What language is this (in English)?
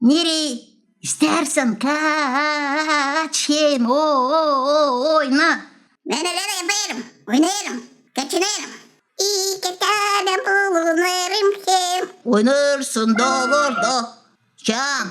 Gagauz